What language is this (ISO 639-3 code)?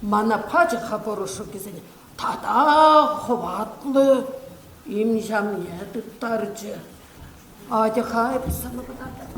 chv